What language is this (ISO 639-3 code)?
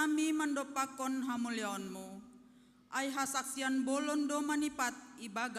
bts